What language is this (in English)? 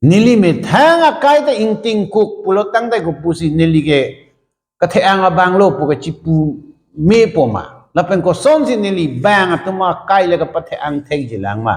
Karbi